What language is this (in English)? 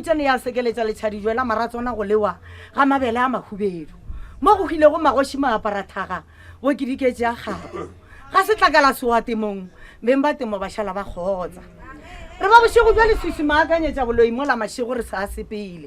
Northern Sotho